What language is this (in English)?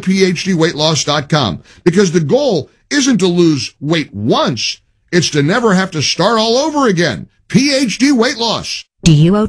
English